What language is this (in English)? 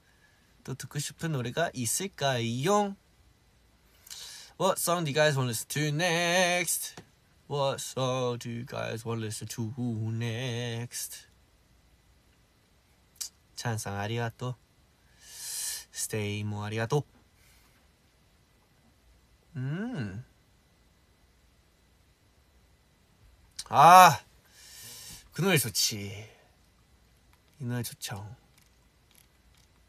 Korean